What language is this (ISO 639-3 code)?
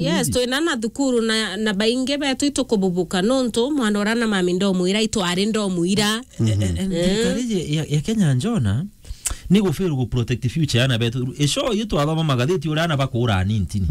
mer